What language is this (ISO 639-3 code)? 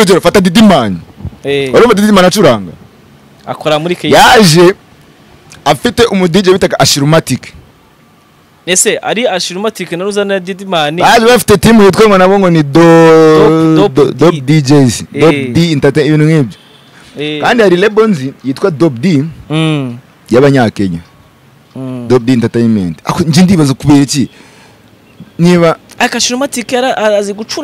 kin